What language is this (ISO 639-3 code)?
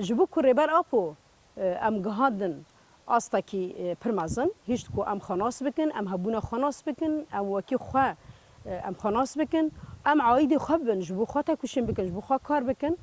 kur